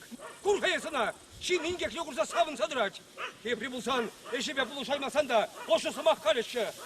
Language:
Chuvash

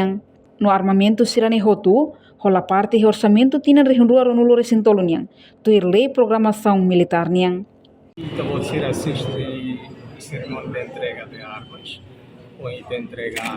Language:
Tetum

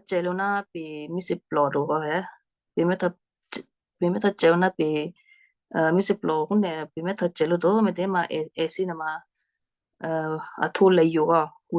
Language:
Western Kayah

